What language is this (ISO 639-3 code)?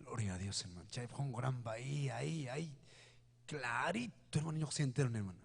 quy